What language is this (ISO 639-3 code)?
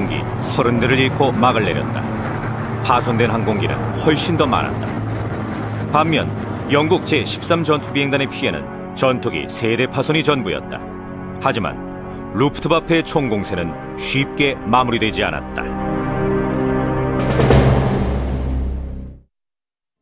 kor